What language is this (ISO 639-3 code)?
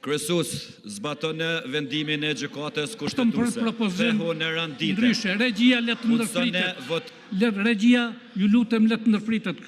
sqi